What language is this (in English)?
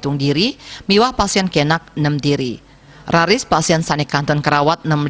Balinese